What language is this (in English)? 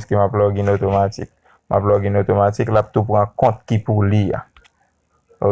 Haitian Creole